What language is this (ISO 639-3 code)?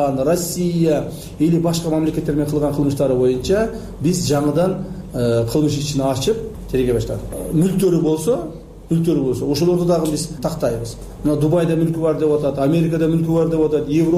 kir